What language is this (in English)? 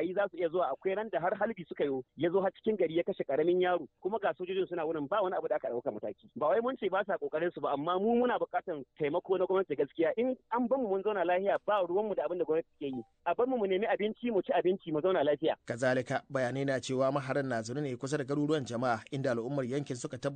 Hausa